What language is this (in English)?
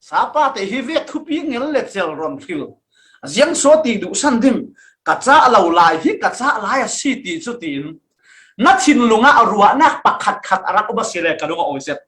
Falam Chin